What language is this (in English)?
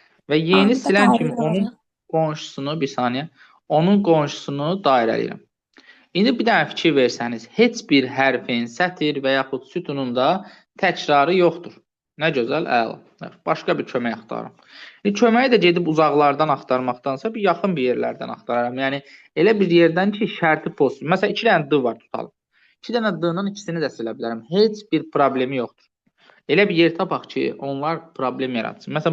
Azerbaijani